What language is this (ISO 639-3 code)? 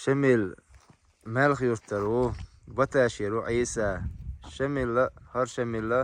che